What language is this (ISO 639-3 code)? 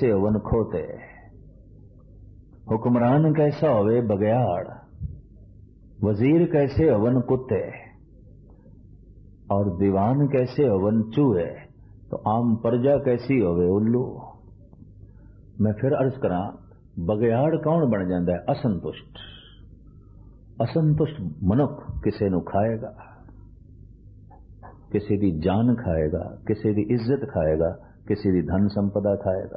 pan